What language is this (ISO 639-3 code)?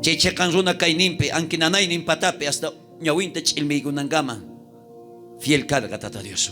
quh